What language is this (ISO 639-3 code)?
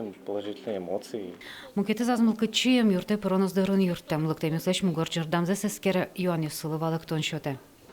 udm